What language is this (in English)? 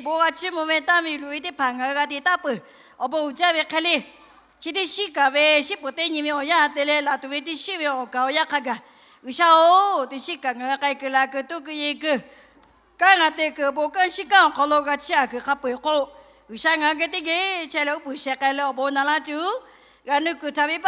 Lahu